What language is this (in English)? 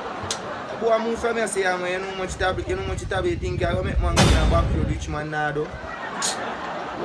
Jamaican Creole English